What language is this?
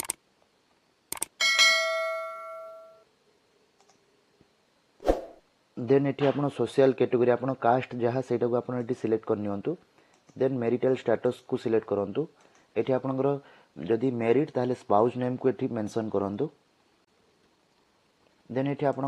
Odia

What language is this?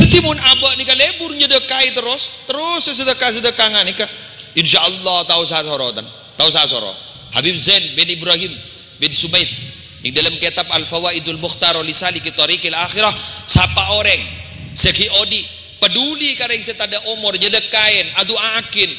Madurese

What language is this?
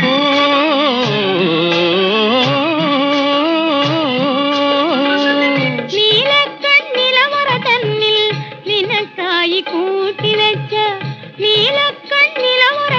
Malayalam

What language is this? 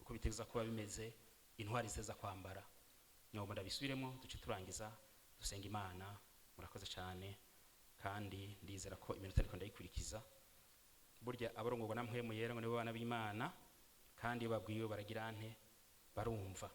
Rundi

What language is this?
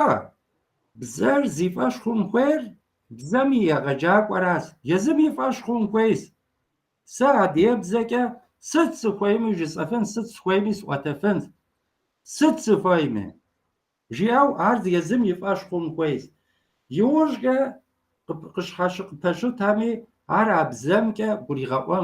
Kabardian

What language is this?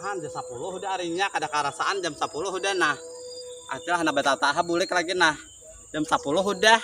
Banjar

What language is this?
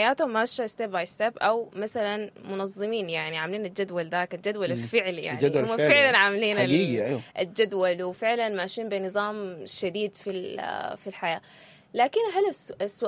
Sudanese Arabic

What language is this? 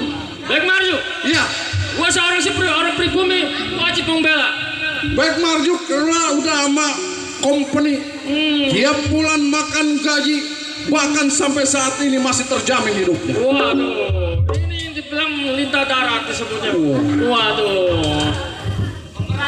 Betawi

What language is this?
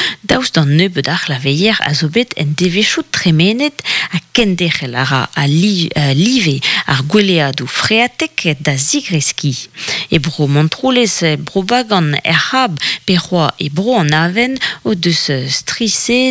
Breton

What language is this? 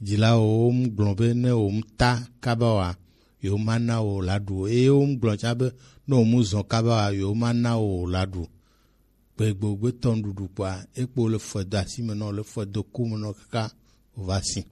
Gen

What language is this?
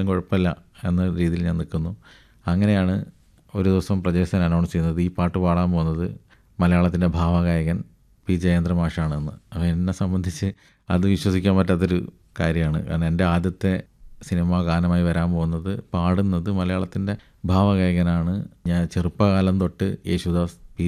Malayalam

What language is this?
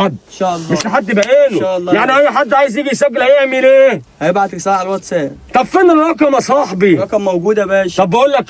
Egyptian Arabic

